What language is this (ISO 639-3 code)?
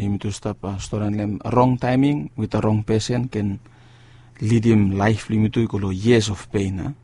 bis